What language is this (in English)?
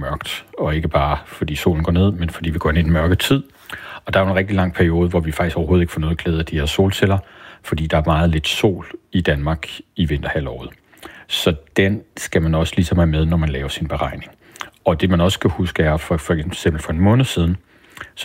Danish